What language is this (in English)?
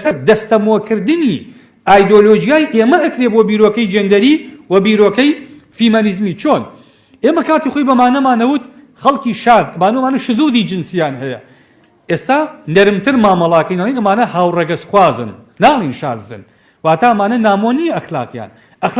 Central Kurdish